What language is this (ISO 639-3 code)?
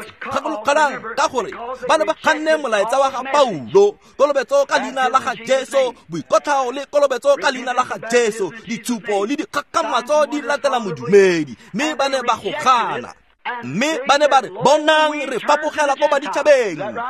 tsn